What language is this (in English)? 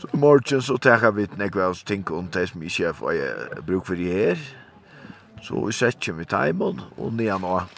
Faroese